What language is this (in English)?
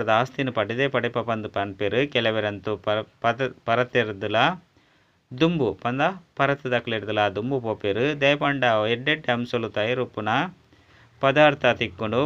Tulu